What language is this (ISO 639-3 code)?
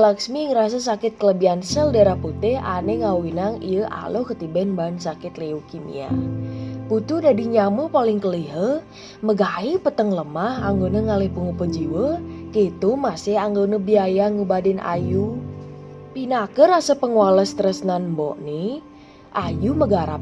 ban